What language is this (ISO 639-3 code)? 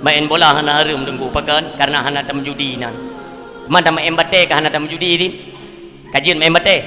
ace